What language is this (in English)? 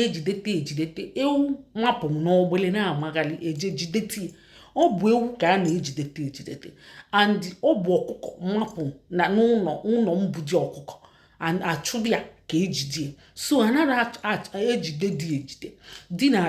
Igbo